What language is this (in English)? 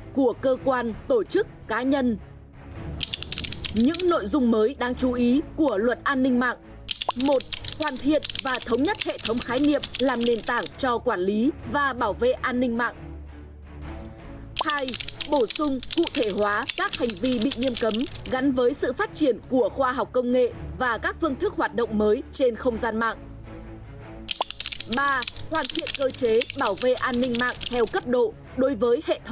Vietnamese